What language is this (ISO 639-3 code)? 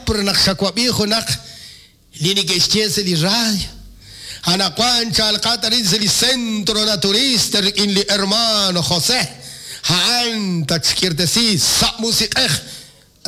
kek